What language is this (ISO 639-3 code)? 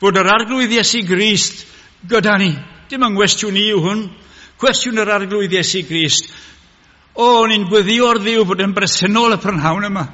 cym